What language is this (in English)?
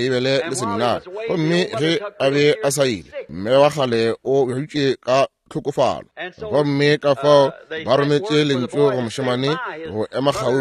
Northern Sotho